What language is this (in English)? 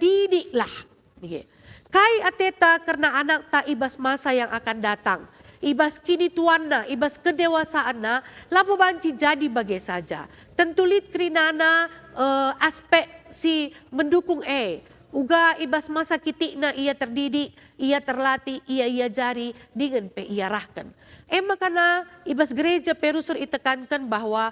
Batak Karo